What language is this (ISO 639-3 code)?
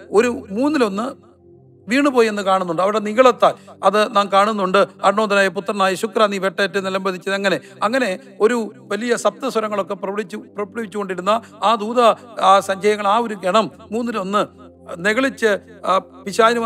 mal